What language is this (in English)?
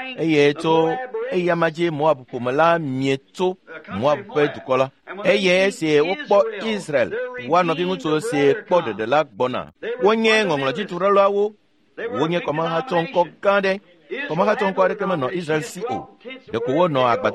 Ewe